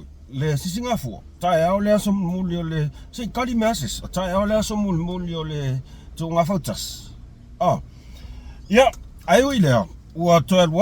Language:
Samoan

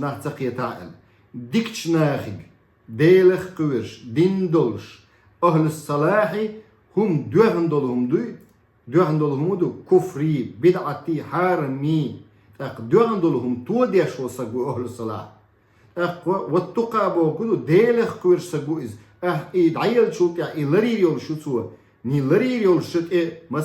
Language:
Chechen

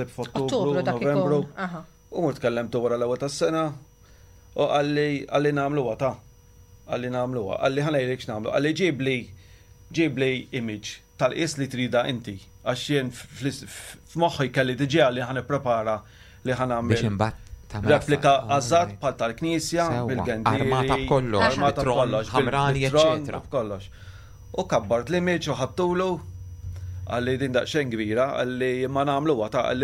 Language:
Maltese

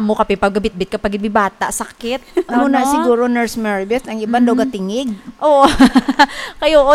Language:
Hiligaynon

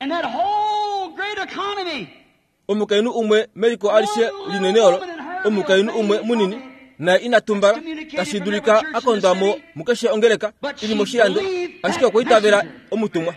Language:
Kuanyama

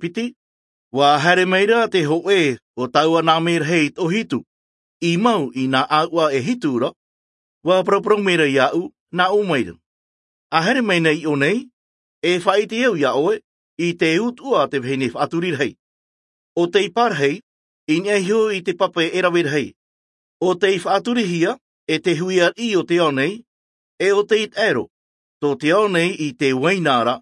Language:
Tahitian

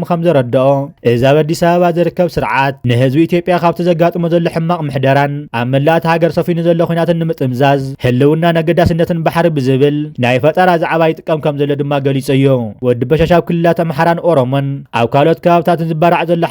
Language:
Tigrinya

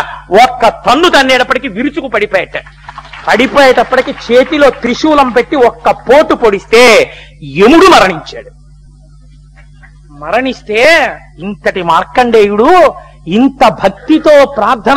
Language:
Telugu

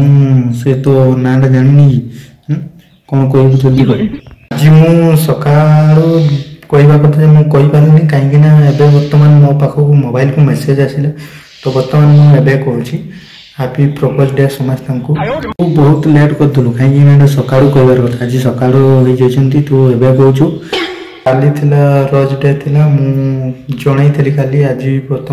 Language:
Odia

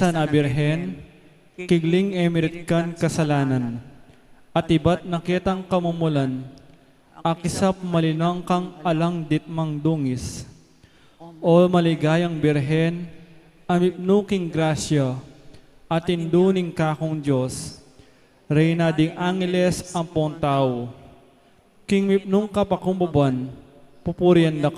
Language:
Pampanga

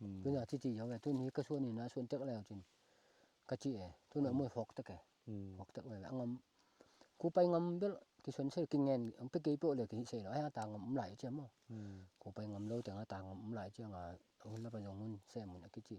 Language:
Tedim Chin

